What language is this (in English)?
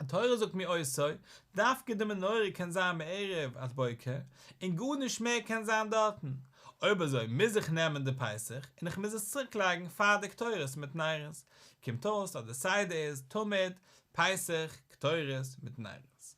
Yiddish